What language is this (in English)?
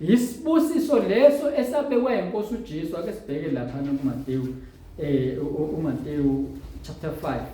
Zulu